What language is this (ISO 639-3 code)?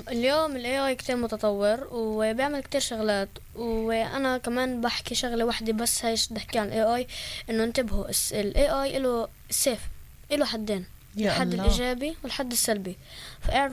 apc